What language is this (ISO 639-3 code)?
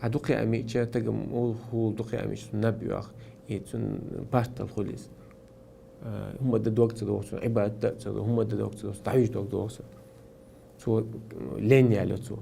che